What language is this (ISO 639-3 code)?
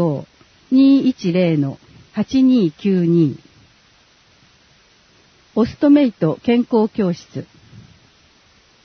jpn